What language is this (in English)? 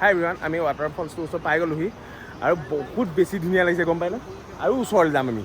Assamese